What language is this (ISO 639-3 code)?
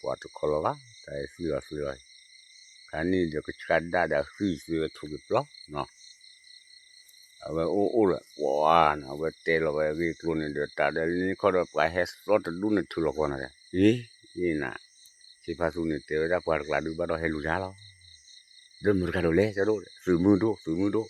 ksw